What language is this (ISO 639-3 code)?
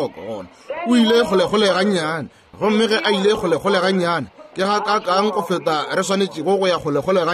nso